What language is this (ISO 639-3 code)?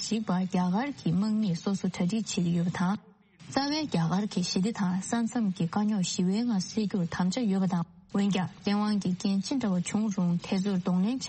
bod